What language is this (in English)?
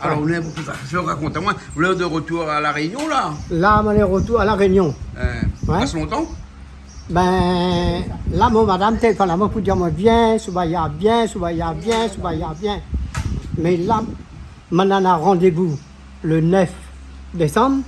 Réunion Creole French